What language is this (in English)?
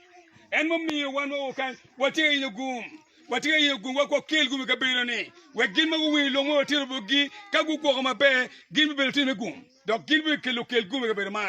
Acoli